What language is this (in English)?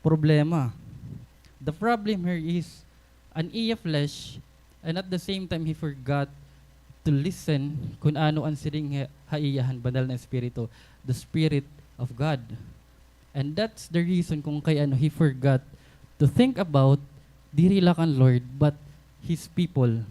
Waray